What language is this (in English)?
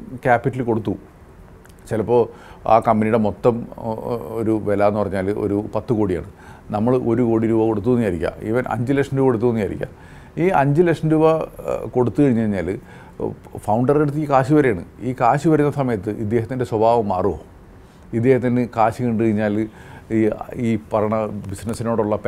Malayalam